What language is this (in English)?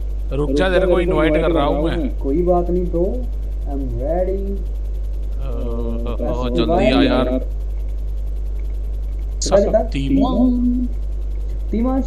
Hindi